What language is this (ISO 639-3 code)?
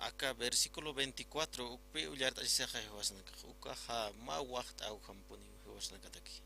aym